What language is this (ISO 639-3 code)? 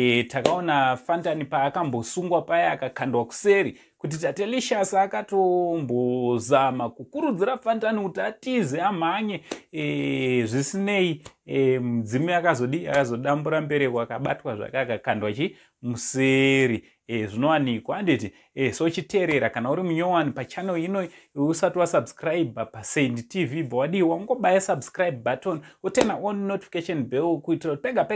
sna